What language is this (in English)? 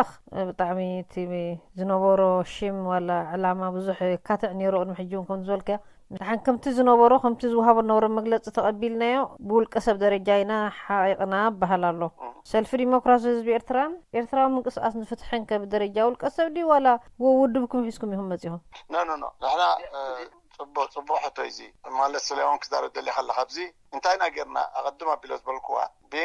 Tigrinya